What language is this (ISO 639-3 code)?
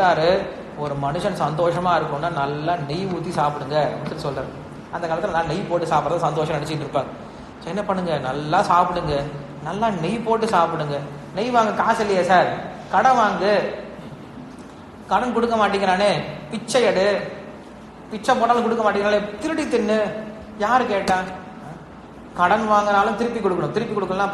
tam